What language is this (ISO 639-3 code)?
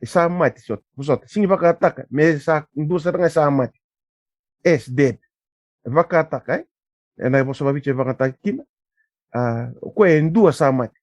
fij